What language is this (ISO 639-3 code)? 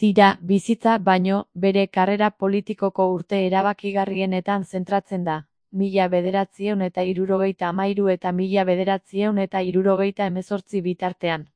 eus